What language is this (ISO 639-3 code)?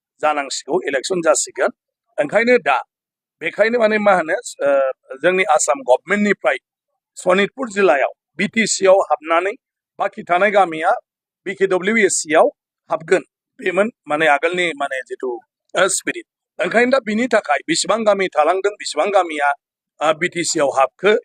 brx